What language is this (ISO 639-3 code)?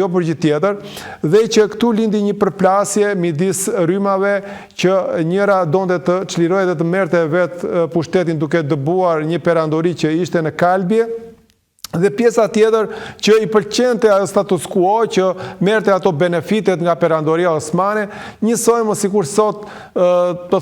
sqi